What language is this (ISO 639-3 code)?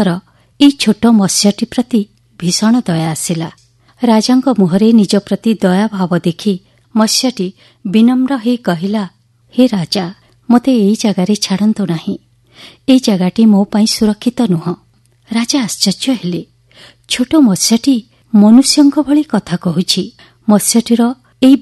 ori